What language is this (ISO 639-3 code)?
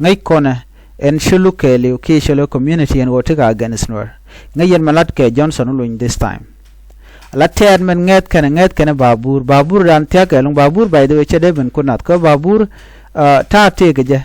nus